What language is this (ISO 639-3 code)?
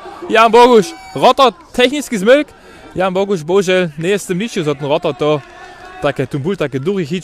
hsb